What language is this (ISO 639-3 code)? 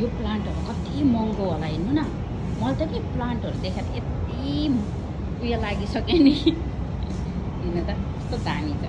nep